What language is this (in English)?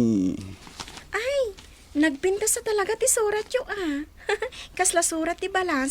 Iloko